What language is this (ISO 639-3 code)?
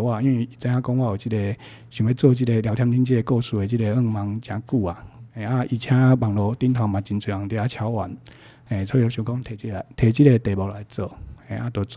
nan